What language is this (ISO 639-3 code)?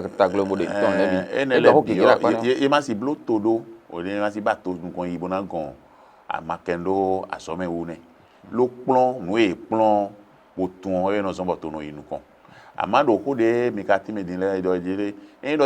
fon